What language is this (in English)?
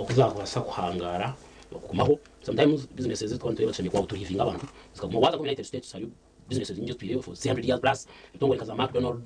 Nyankole